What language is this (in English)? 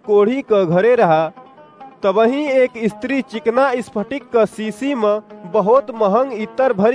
Awadhi